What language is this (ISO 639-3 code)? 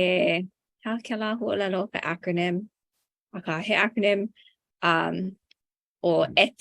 haw